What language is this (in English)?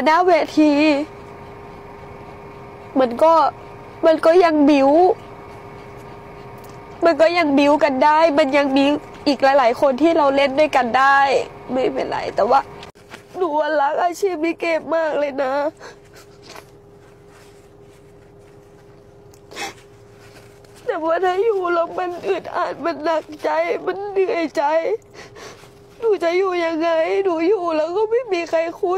Thai